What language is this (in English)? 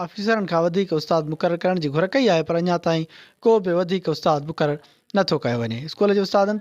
Sindhi